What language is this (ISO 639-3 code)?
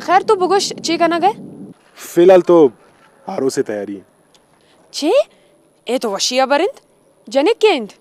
bgp